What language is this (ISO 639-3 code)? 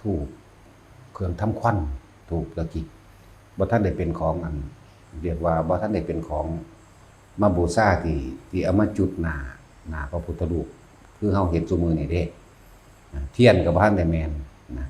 tts